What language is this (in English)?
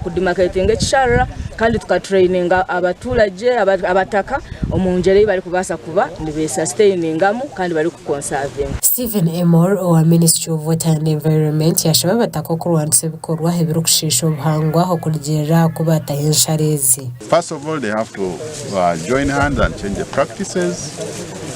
Nyankole